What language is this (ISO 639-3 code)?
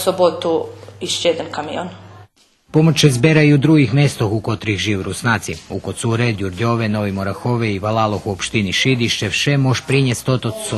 rue